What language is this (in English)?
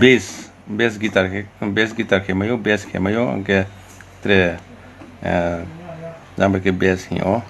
Riang (India)